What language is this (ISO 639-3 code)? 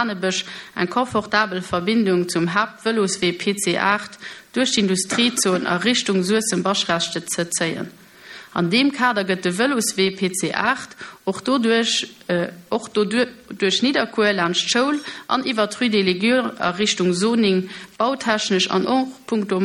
ltz